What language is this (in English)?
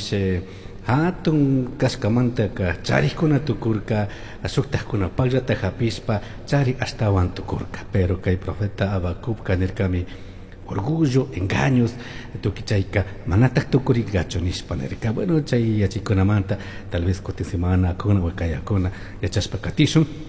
Chimborazo Highland Quichua